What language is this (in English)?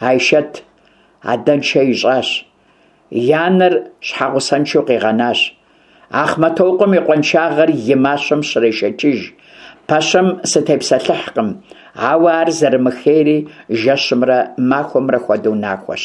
Kabardian